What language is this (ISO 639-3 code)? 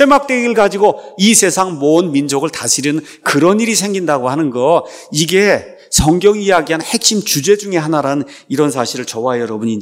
kor